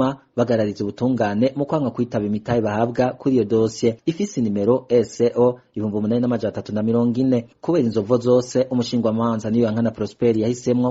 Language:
Rundi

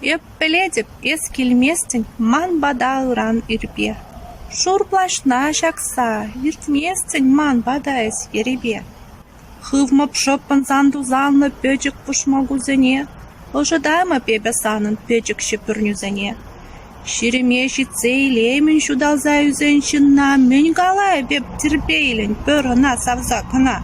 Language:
Chuvash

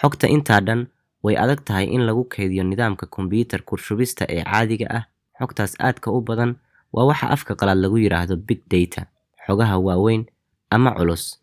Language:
Somali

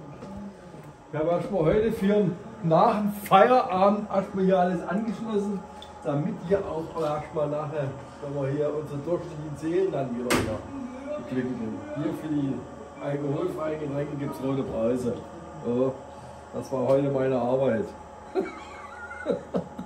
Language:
German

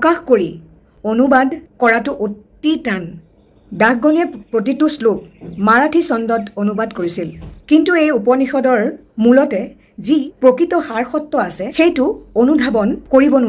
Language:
Assamese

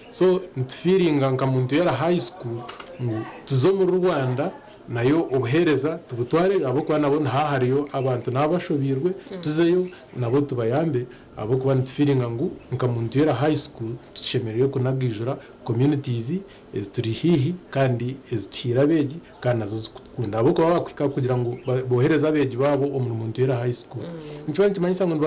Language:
Nyankole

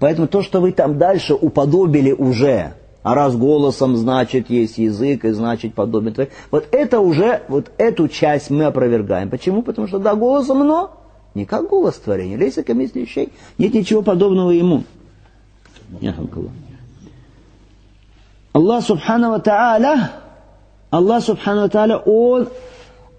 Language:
Russian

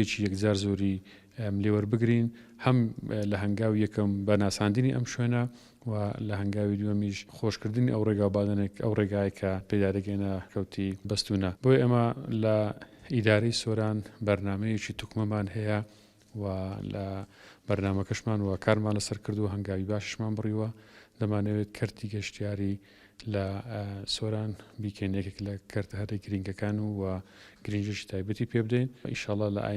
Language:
Central Kurdish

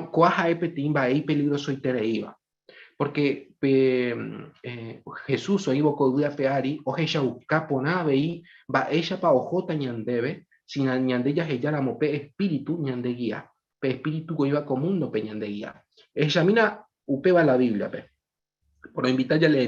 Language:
Guarani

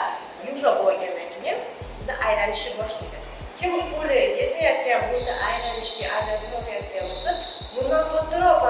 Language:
Uzbek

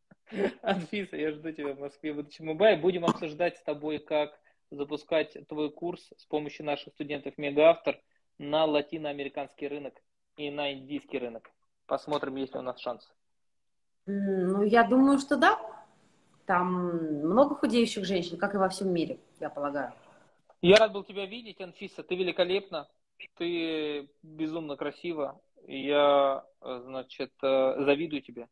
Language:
Russian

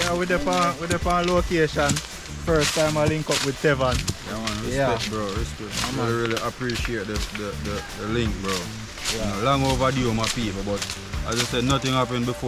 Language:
Jamaican Creole English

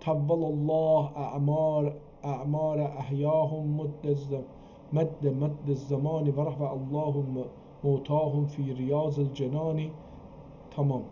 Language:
South Azerbaijani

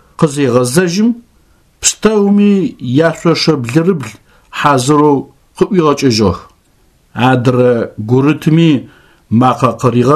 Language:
Adyghe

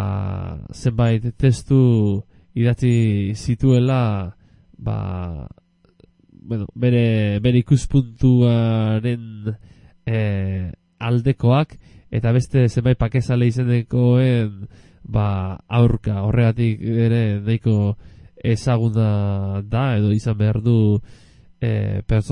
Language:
Basque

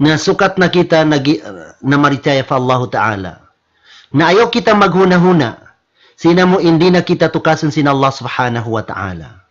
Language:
Tausug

